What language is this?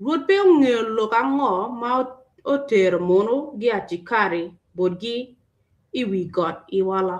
Acoli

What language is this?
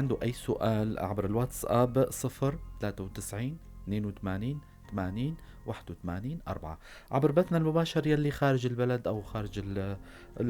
North Levantine Arabic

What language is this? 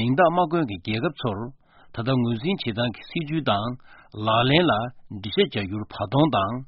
Korean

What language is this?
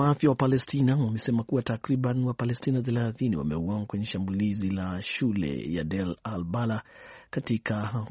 Swahili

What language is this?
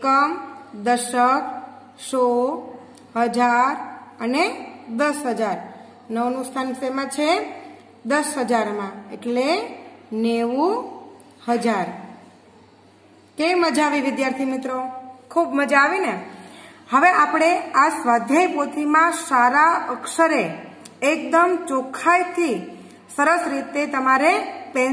Gujarati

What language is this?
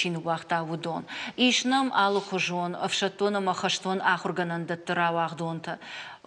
Ossetic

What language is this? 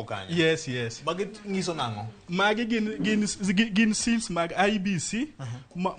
Luo (Kenya and Tanzania)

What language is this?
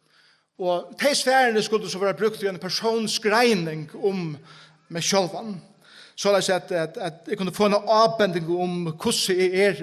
Faroese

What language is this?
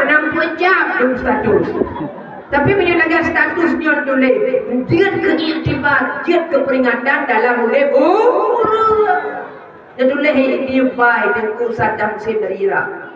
Achinese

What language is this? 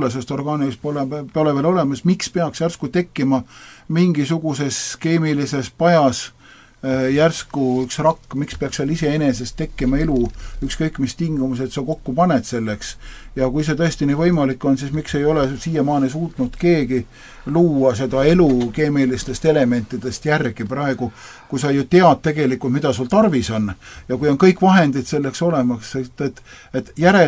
Estonian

